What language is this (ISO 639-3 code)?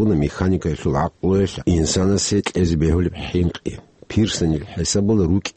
ava